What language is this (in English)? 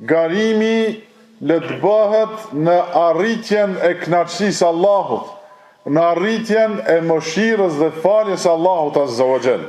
Albanian